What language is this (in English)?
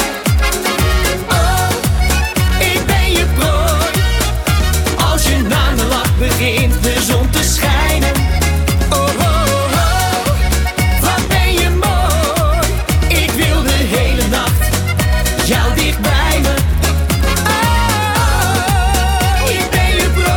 Dutch